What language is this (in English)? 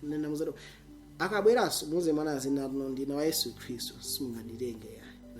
Nyanja